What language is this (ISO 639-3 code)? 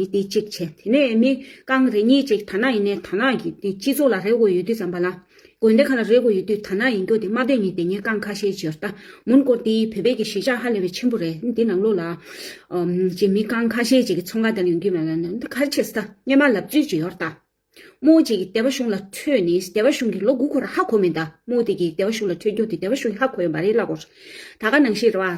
bod